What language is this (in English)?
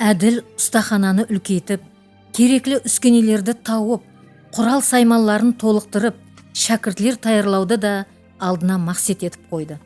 Kara-Kalpak